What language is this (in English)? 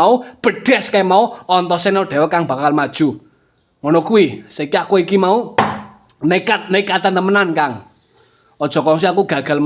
Javanese